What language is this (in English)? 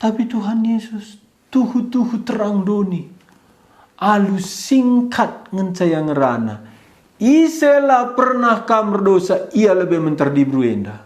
Batak Karo